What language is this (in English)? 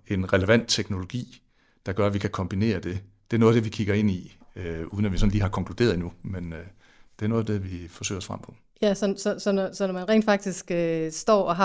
Danish